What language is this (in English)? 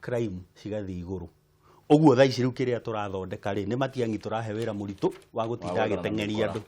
Kikuyu